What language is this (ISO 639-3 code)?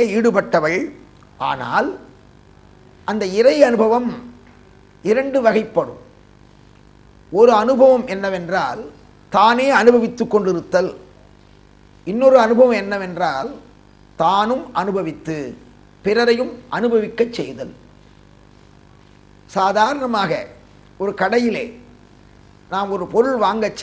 tam